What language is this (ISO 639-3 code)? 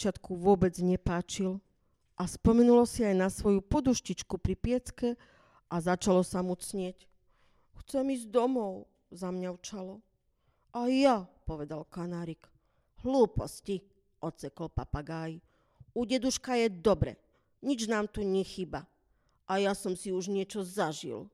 slk